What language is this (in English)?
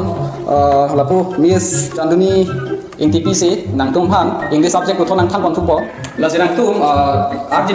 Karbi